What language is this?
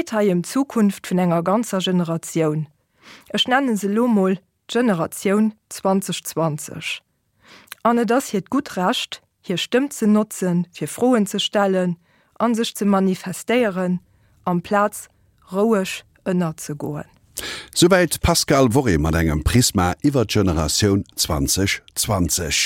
Luxembourgish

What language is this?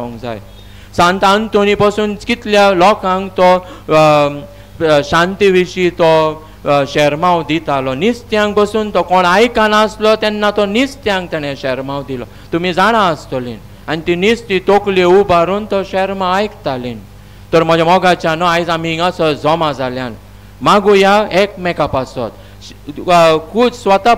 Konkani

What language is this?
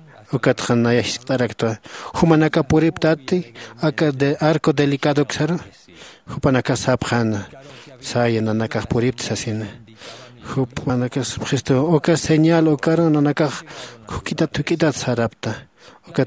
Aymara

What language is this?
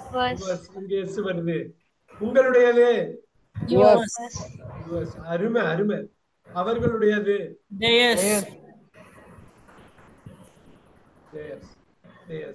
Tamil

